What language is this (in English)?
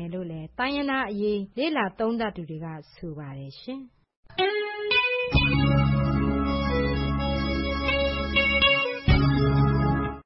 Burmese